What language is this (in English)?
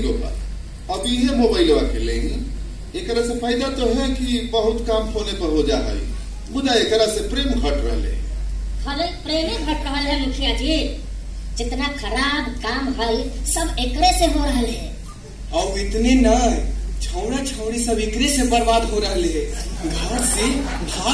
Magahi